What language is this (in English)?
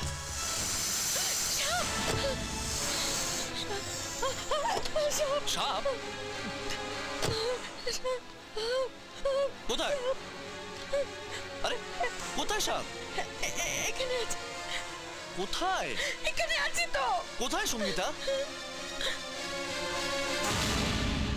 Bangla